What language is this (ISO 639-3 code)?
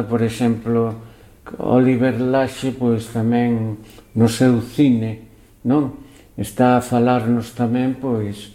glg